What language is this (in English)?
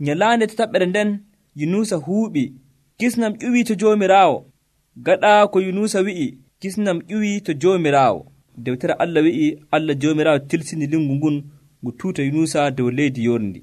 Nigerian Fulfulde